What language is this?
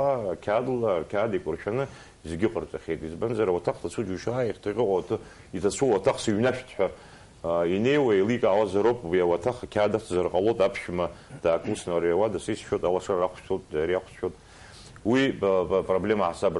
Abkhazian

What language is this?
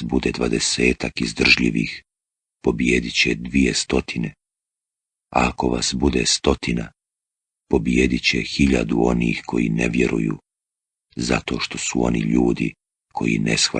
Bosnian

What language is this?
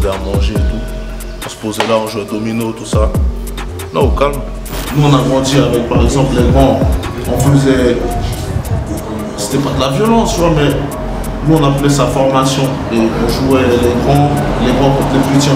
French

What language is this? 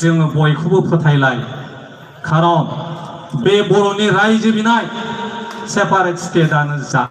Bodo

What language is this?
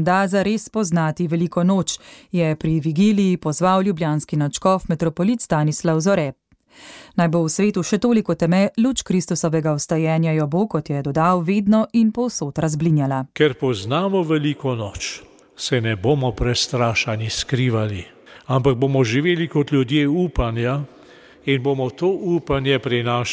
Slovenian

